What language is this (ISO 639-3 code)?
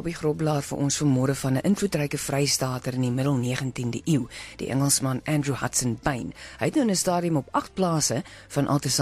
afr